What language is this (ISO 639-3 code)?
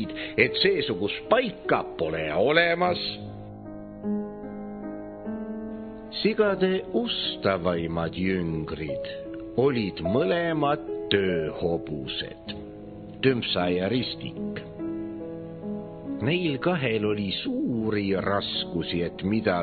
est